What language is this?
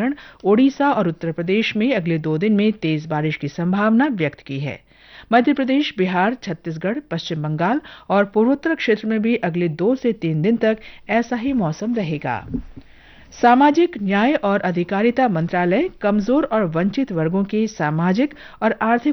Hindi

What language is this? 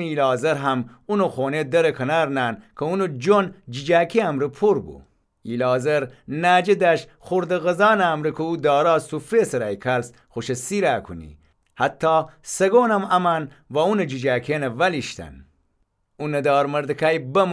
Gilaki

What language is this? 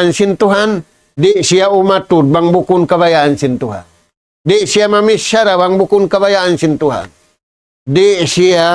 Tausug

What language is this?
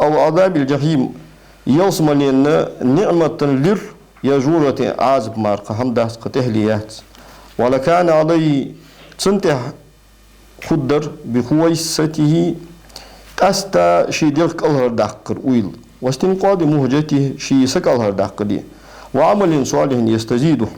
Ingush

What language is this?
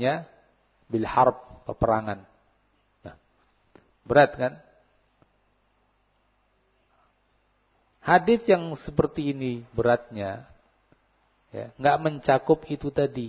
Indonesian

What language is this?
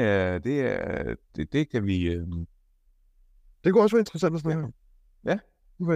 Danish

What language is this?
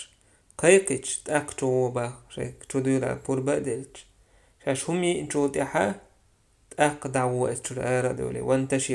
Chechen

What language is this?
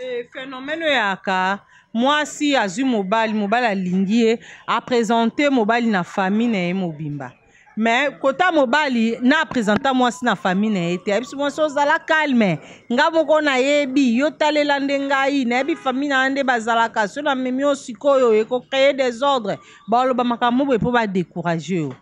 Lingala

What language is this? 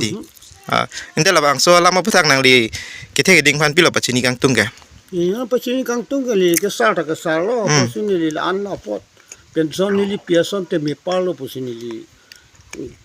Karbi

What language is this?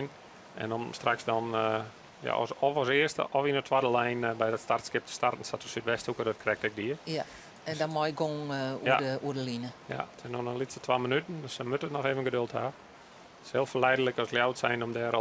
Western Frisian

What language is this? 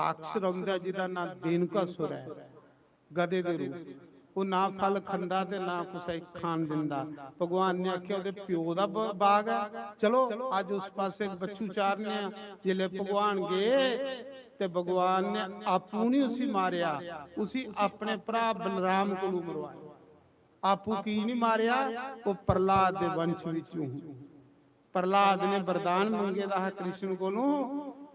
Dogri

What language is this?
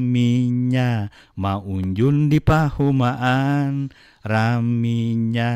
Banjar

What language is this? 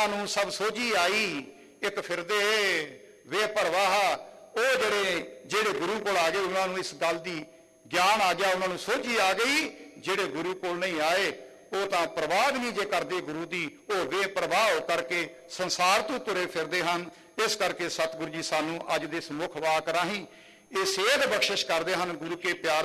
Punjabi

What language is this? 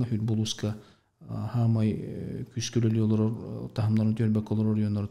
Yakut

